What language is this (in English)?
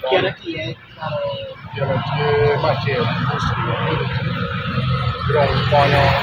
Acoli